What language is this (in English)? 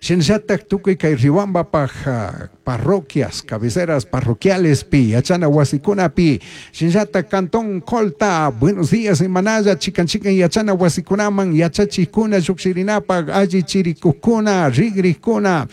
Chimborazo Highland Quichua